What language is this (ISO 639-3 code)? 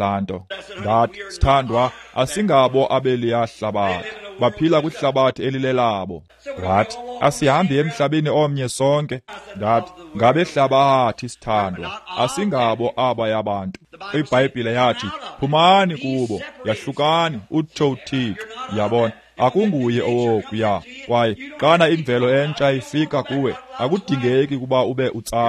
xho